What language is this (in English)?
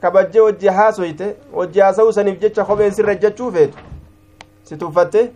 Somali